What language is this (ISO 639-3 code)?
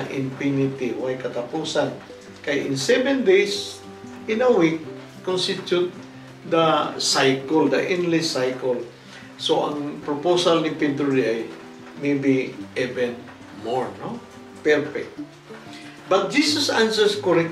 ceb